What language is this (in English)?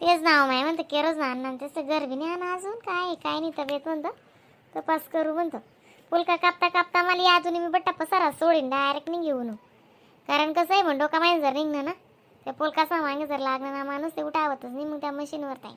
Khandesi